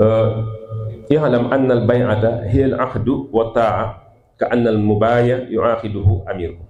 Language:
Wolof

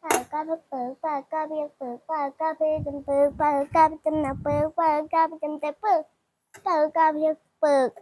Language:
Shan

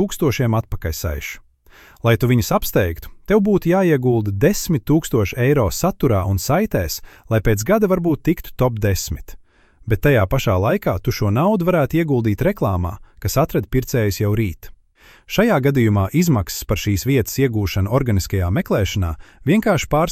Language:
Latvian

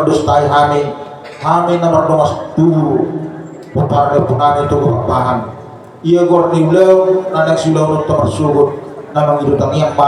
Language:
Batak Toba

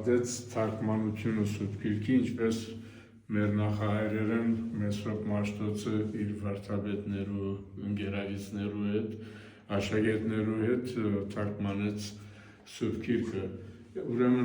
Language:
Western Armenian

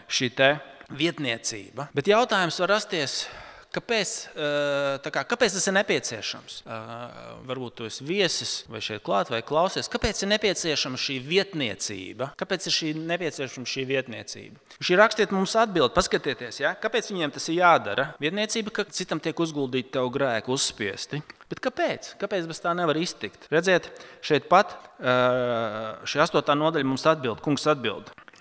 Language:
Latvian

